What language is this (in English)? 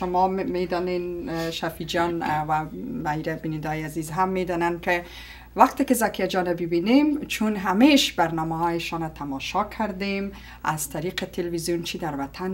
Persian